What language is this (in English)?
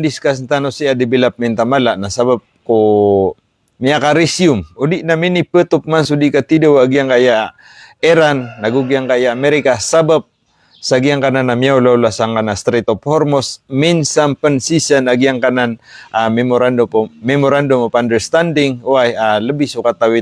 Maranao